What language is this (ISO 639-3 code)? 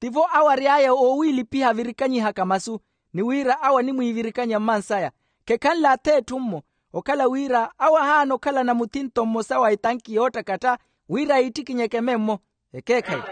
vmw